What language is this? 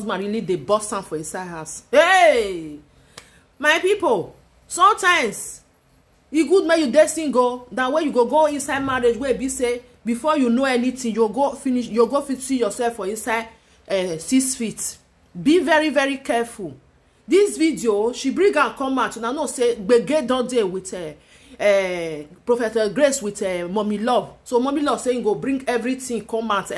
Nigerian Pidgin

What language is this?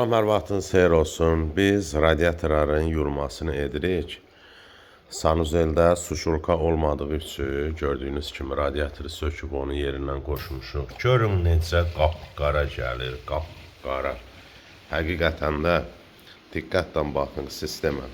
Azerbaijani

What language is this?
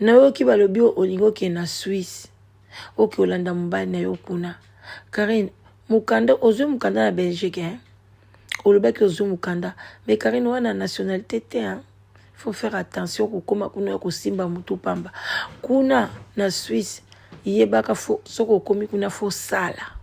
Lingala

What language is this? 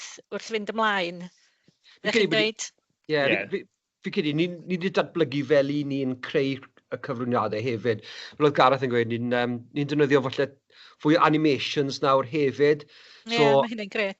Welsh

